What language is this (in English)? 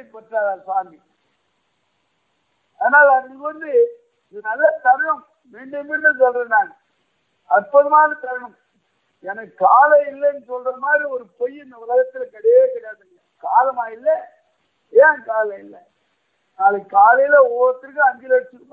Tamil